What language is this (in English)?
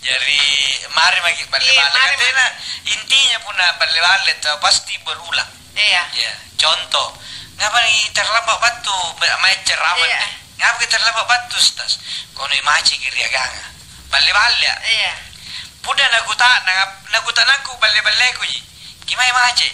Makasar